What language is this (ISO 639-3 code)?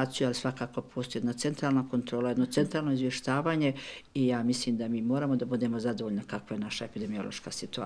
bos